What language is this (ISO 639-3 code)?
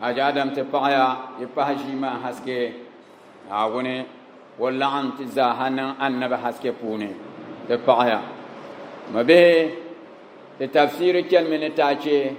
dag